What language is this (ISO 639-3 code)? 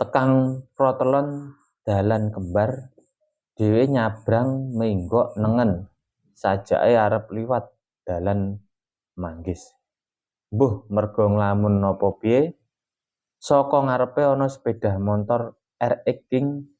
jav